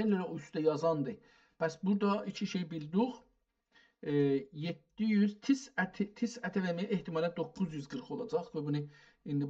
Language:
South Azerbaijani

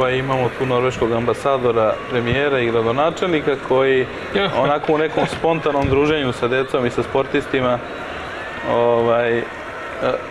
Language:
Serbian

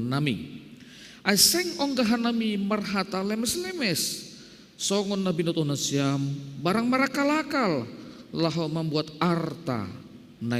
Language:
Batak Simalungun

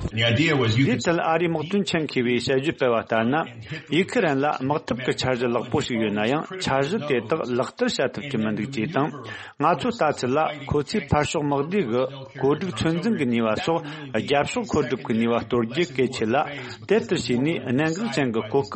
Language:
Tibetan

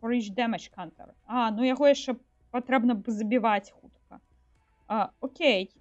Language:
Belarusian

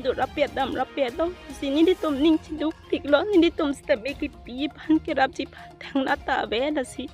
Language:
Karbi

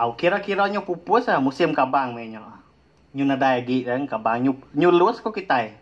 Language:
Iban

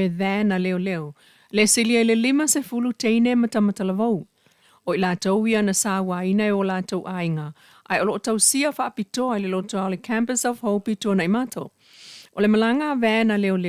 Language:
Samoan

